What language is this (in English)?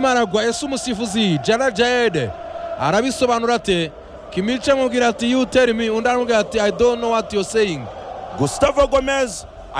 Kinyarwanda